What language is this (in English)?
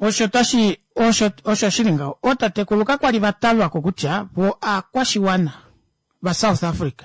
Kuanyama